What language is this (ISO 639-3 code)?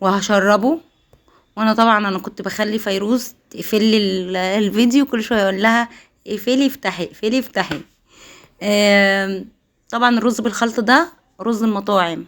arz